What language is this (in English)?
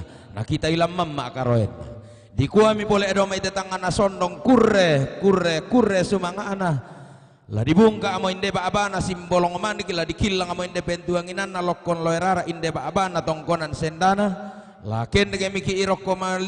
Toraja-Sa'dan